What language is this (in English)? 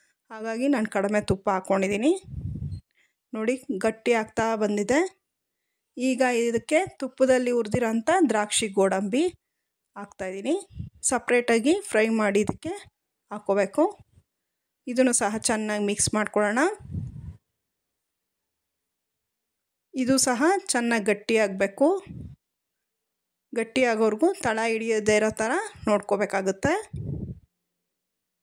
Kannada